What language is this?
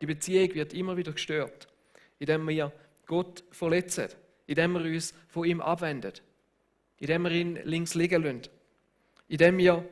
Swiss German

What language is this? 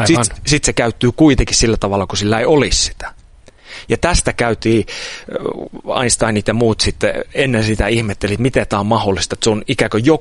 Finnish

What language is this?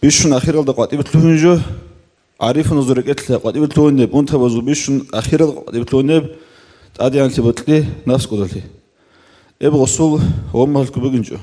Avaric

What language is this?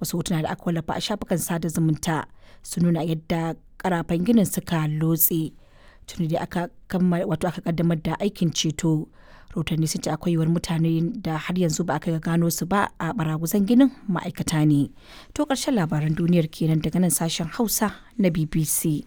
Hausa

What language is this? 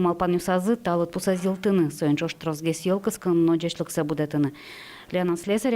Udmurt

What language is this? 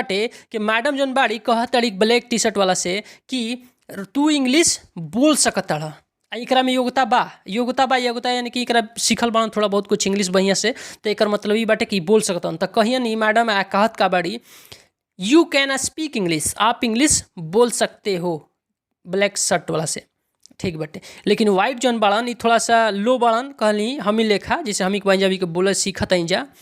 Bhojpuri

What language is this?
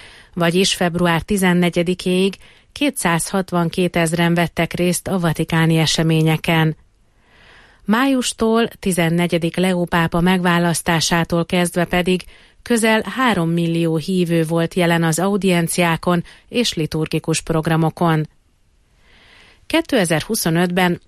Hungarian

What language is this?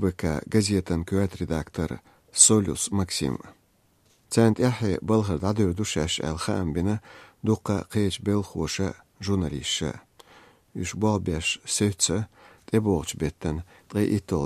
Chechen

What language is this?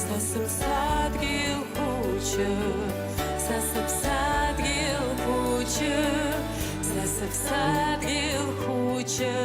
Abkhazian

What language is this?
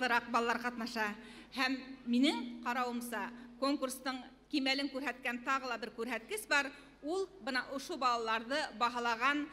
Bashkir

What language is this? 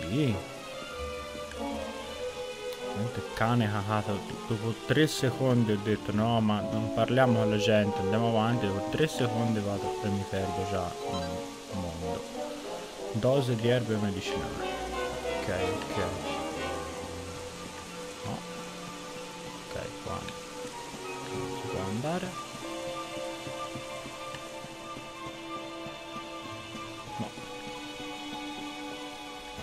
Italian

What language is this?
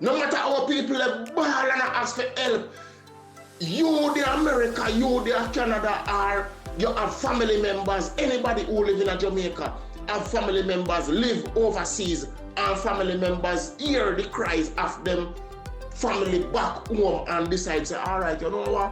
Jamaican Creole English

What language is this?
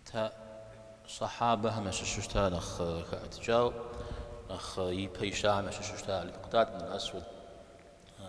Kabardian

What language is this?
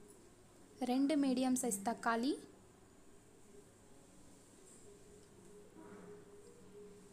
Tamil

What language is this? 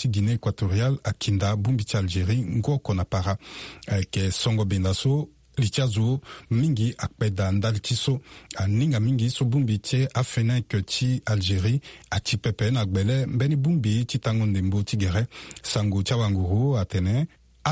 Sango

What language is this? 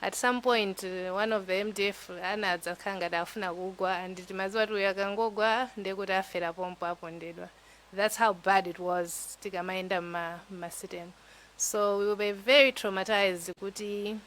Nyanja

